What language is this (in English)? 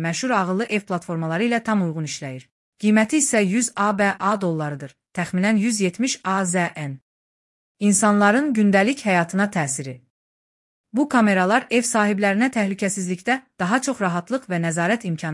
Azerbaijani